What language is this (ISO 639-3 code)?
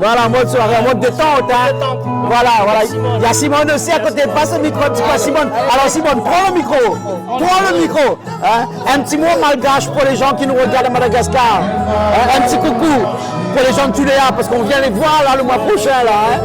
rcf